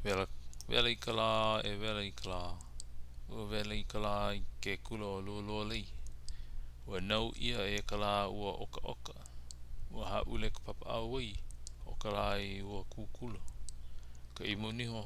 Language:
Hawaiian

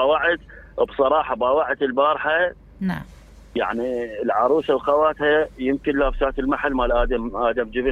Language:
Mesopotamian Arabic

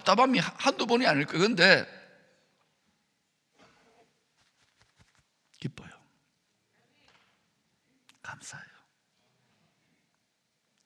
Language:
Korean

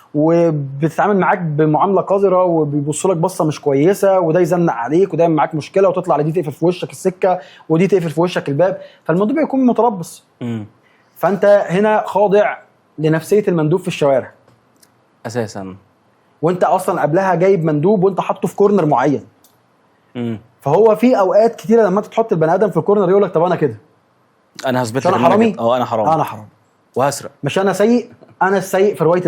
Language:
Egyptian Arabic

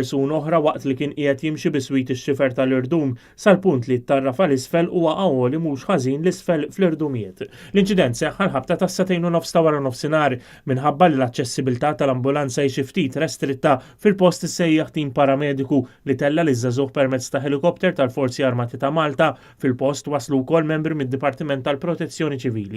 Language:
Maltese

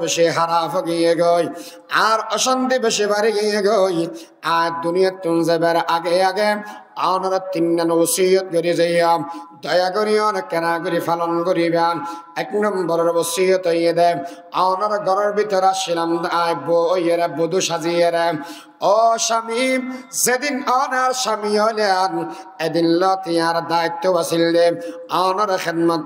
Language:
Rohingya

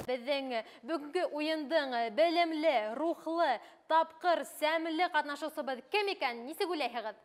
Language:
Bashkir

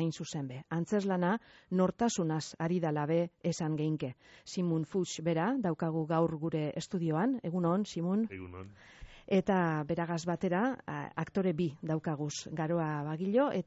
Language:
Basque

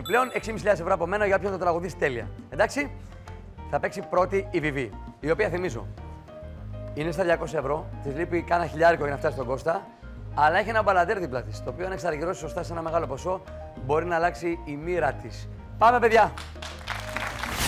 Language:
Greek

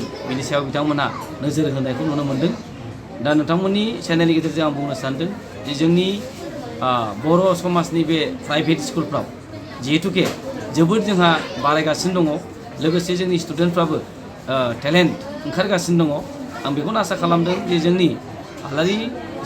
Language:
Bodo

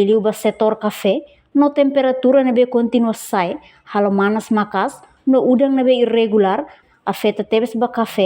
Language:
Tetum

